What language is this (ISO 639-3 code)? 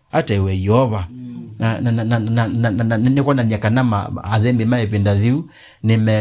kam